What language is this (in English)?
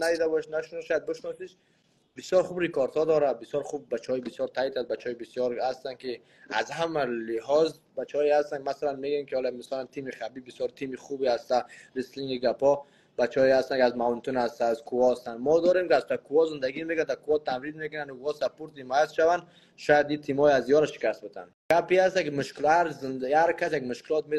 Persian